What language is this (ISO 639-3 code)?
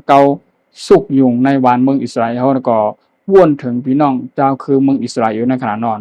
shn